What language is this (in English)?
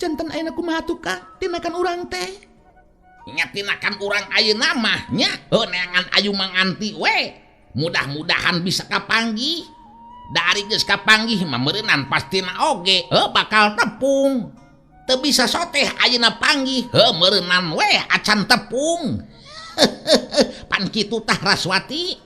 Sundanese